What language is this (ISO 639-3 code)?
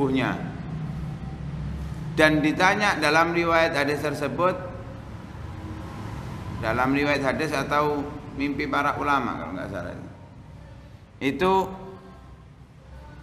ind